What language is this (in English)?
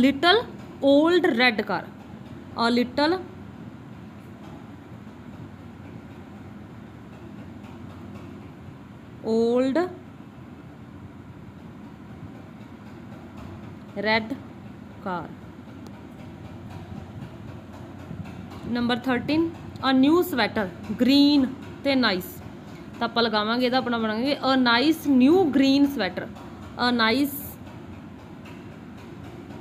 Punjabi